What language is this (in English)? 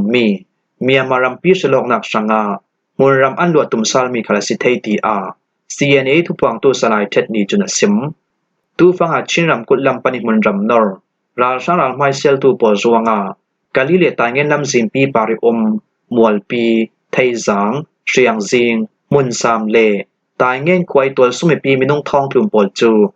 Falam Chin